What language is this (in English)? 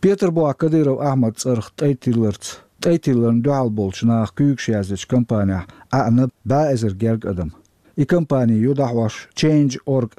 Chechen